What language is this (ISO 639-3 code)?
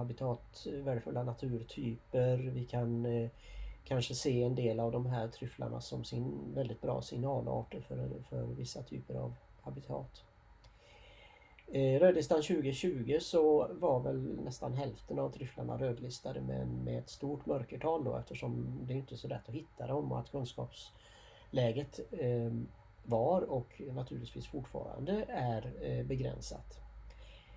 swe